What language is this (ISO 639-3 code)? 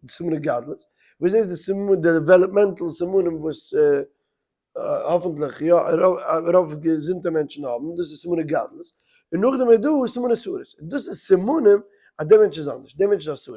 yid